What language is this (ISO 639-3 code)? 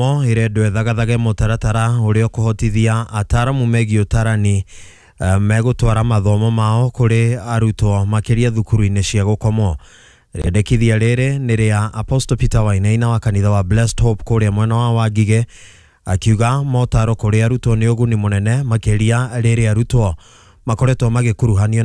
kik